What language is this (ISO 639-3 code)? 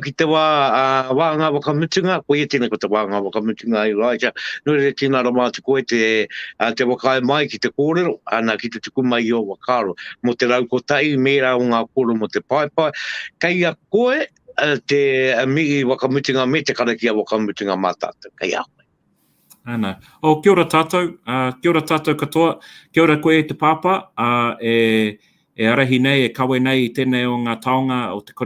mri